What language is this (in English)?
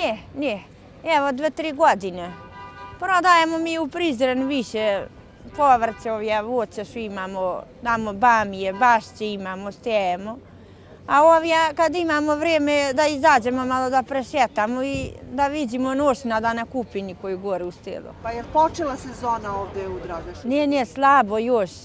Serbian